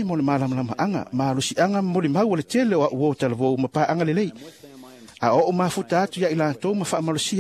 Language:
Samoan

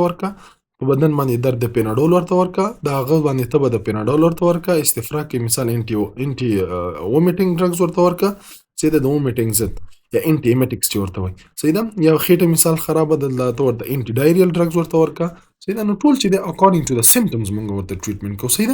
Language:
Pashto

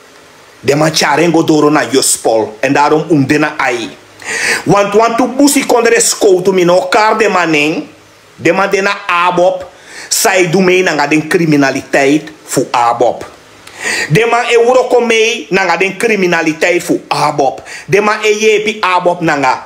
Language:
Sranan Tongo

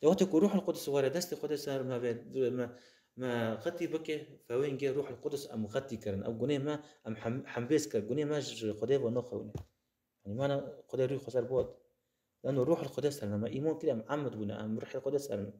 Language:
Kurdish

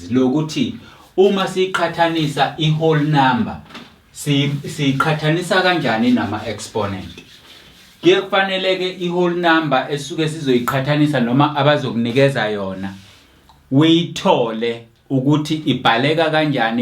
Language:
Zulu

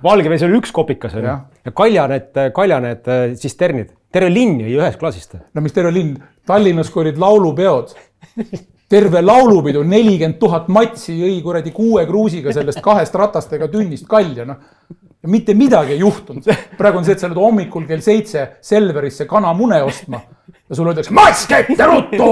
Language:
Estonian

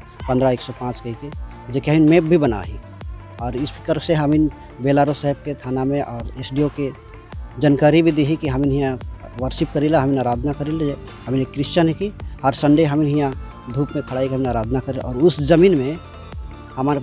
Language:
Sadri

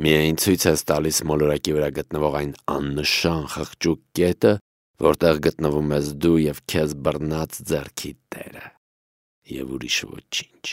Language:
Armenian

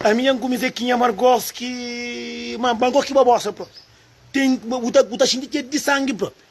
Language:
Kabuverdianu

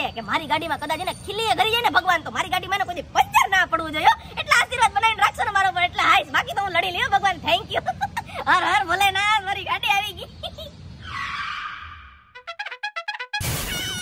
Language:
Gujarati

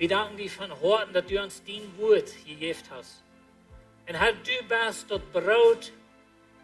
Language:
Plautdietsch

